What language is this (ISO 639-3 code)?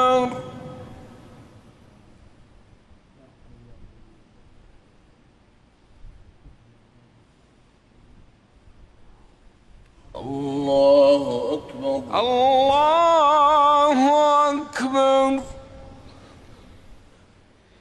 ara